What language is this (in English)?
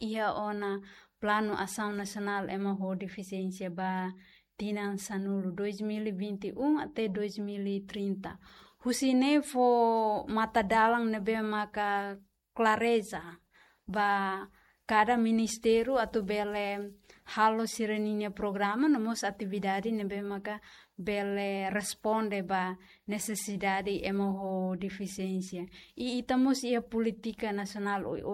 Tetum